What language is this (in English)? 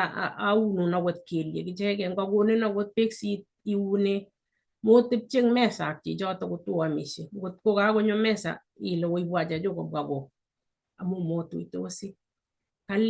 Kalenjin